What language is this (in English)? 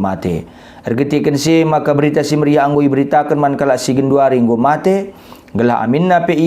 Batak Karo